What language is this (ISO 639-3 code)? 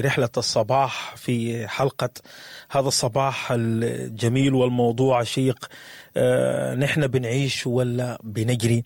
apd